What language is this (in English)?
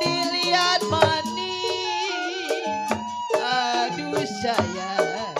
Betawi